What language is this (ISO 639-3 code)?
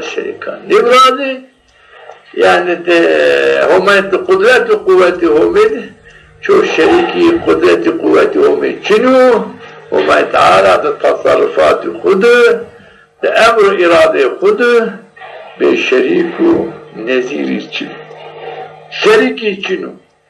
zza